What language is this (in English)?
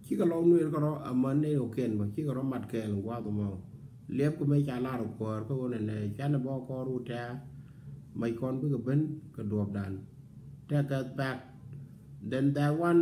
Nuer